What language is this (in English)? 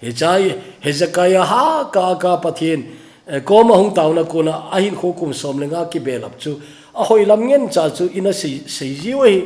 Thado Chin